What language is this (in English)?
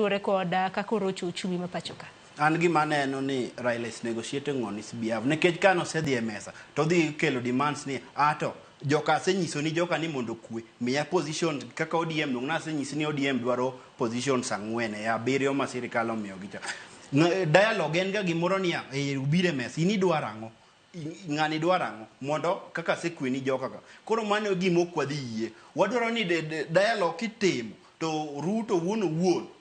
Luo (Kenya and Tanzania)